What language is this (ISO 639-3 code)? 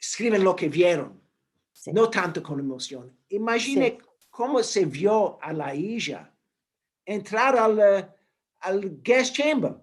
lad